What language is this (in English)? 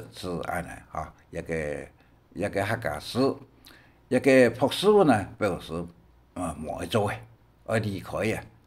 Hakka Chinese